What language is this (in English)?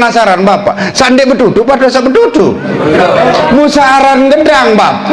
Sasak